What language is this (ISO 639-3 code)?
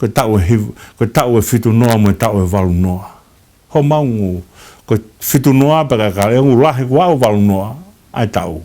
ton